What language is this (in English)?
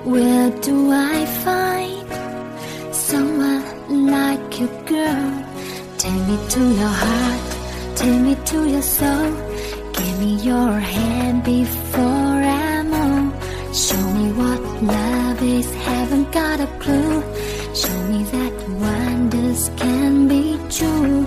English